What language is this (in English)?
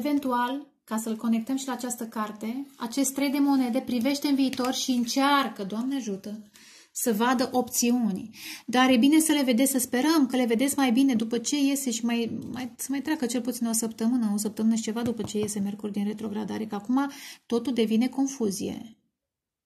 Romanian